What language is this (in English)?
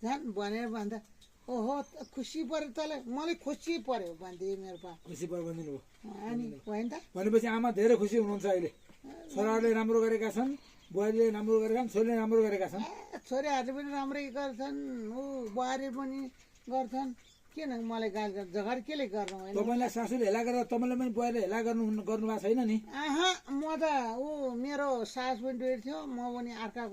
Nepali